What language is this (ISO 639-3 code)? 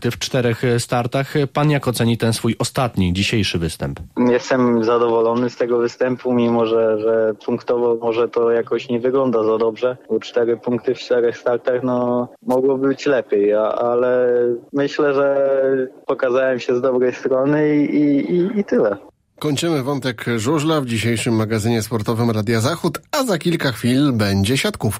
pol